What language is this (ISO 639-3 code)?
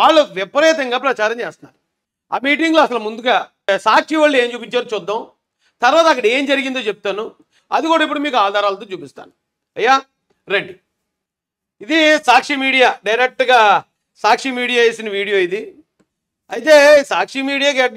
tel